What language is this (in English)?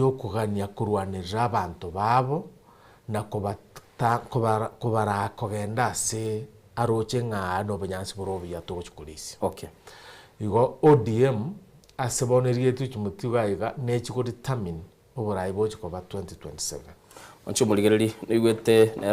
Gusii